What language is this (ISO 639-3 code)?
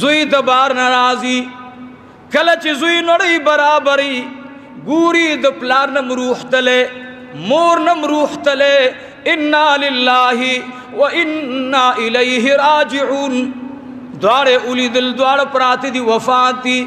pus